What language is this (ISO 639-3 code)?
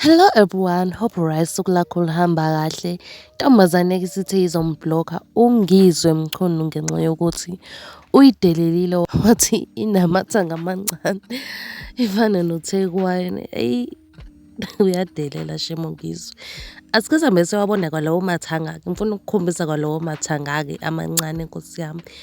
zul